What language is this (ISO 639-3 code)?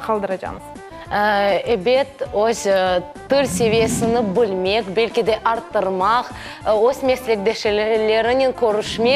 crh